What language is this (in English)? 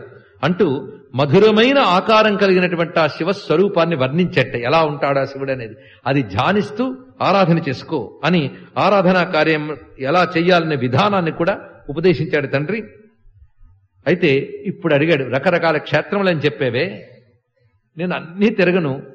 Telugu